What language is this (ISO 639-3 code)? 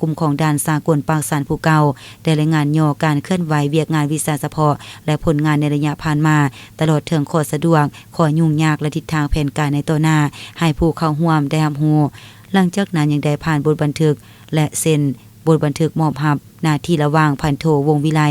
lao